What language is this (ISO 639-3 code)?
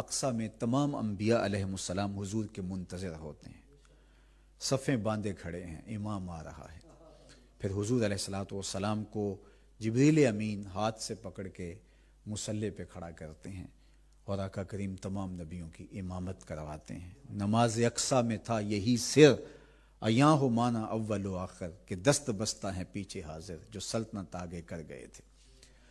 urd